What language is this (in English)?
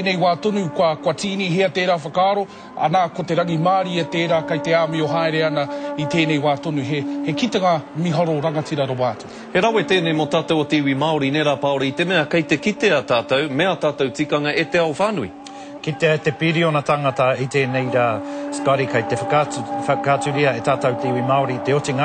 Māori